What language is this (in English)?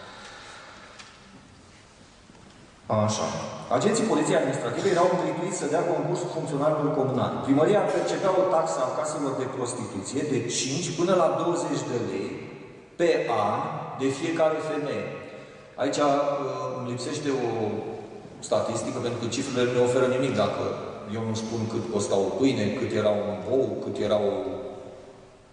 Romanian